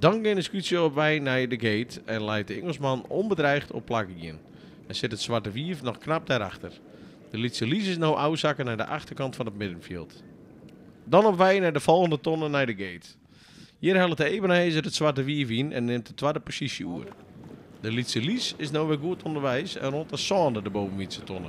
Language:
Western Frisian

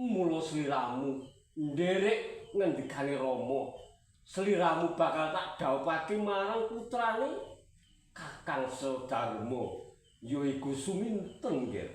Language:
Javanese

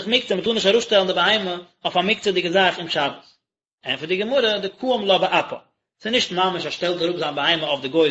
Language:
Yiddish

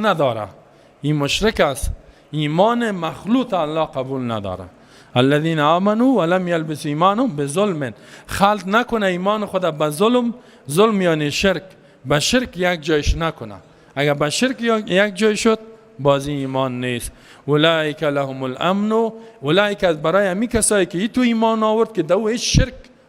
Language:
Persian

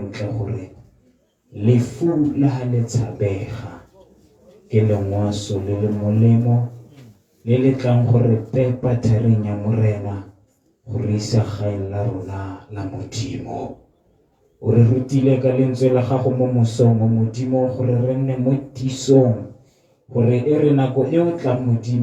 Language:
Tswana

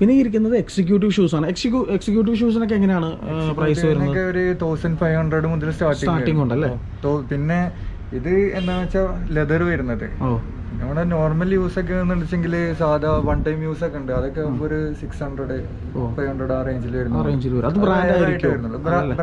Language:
Malayalam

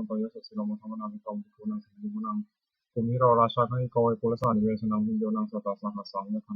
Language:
Pali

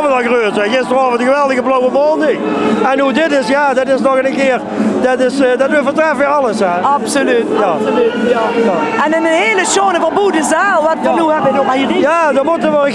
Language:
Limburgish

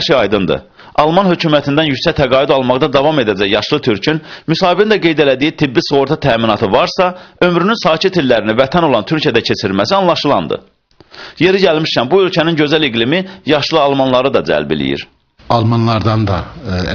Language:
Azerbaijani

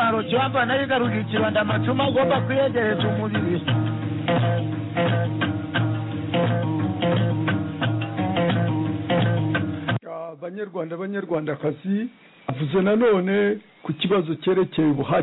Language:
Kinyarwanda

